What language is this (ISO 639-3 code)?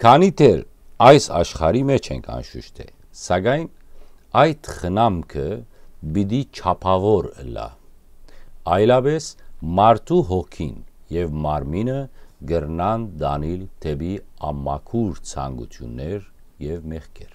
hyw